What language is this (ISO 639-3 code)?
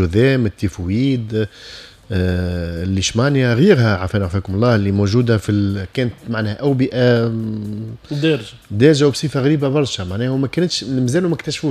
aeb